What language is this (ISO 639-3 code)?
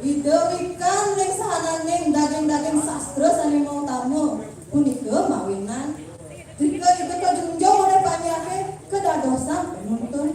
ban